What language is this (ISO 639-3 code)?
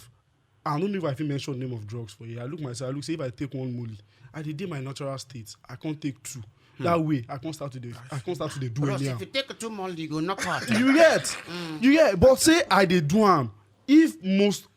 pcm